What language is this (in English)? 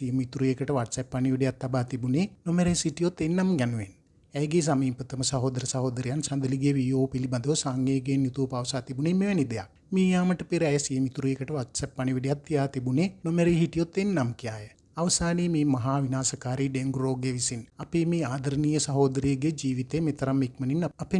Sinhala